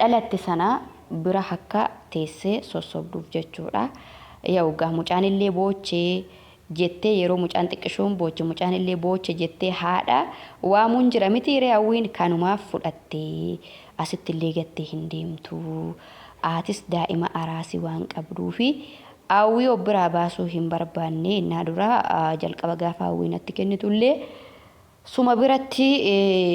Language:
Oromo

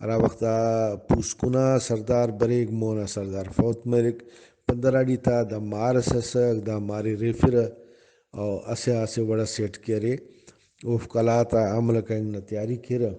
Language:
Brahui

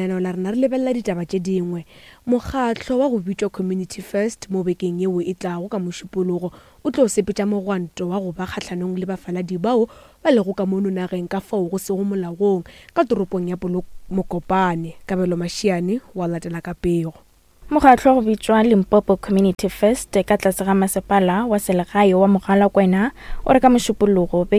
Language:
Northern Sotho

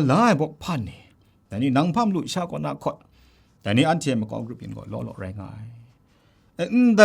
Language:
Kachin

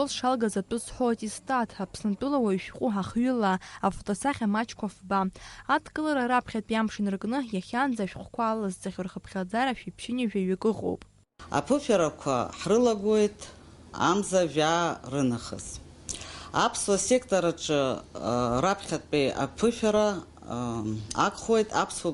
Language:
Abkhazian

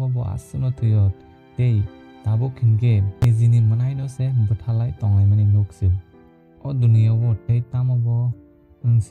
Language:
Kok Borok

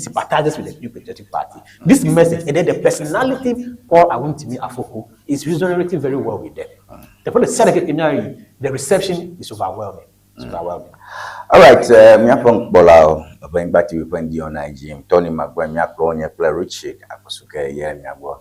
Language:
Ewe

